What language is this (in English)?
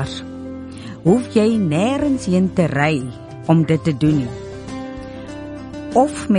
Afrikaans